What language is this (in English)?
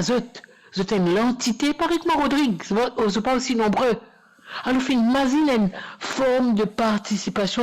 Morisyen